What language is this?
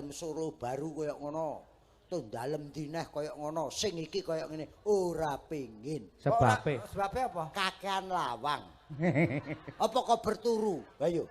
Javanese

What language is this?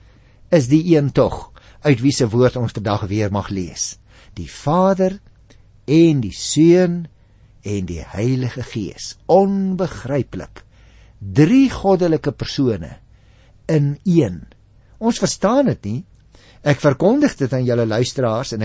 Afrikaans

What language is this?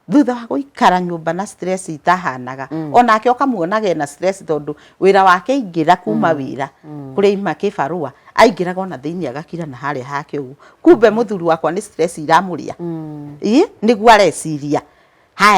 Kikuyu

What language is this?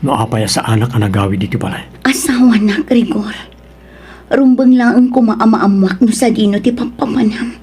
Iloko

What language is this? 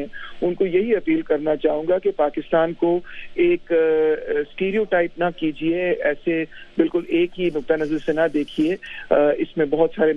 Urdu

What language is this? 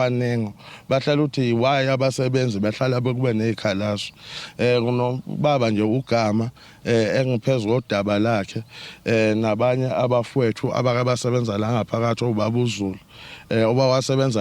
Zulu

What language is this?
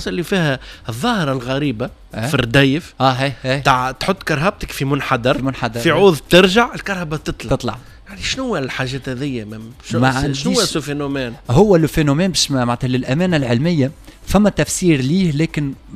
Tunisian Arabic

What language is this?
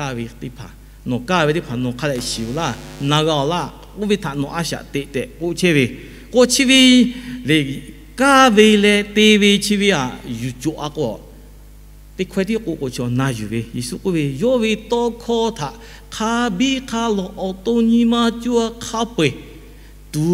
Lahu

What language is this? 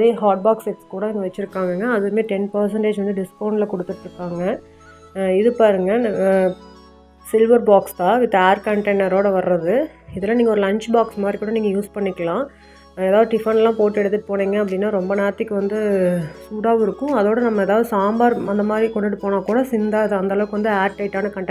Tamil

